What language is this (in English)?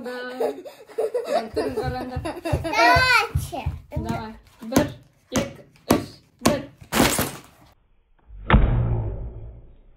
Kazakh